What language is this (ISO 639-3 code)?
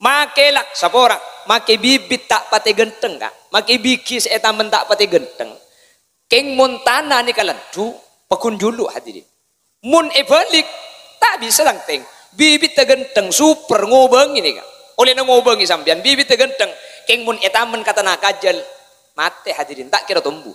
mad